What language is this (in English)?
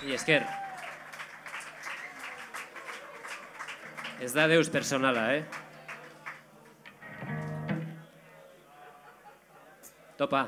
Basque